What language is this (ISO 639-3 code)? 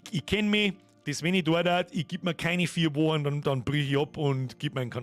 bar